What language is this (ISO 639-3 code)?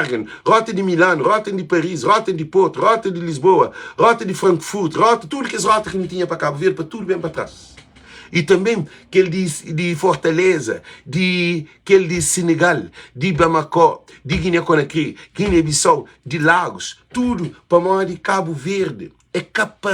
kea